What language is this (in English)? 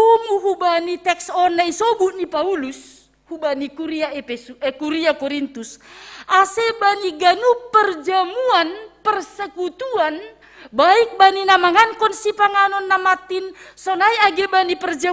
Batak Simalungun